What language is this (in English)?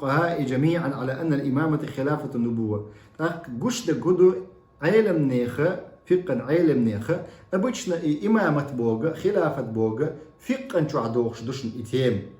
Chechen